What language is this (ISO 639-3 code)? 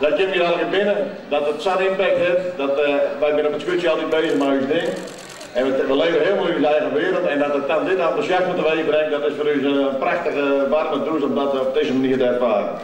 fry